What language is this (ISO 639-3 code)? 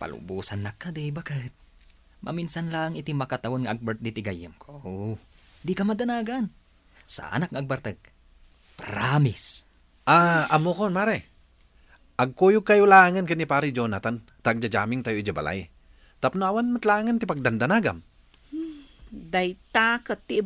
ilo